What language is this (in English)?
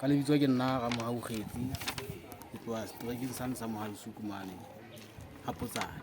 Southern Sotho